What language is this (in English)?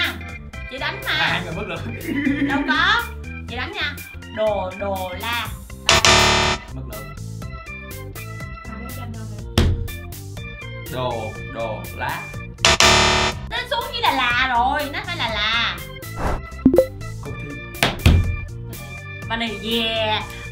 Vietnamese